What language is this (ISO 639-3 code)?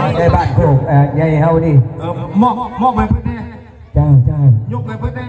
tts